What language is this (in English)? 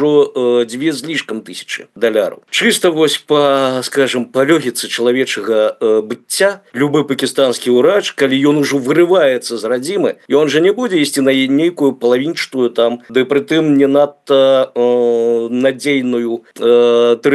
Belarusian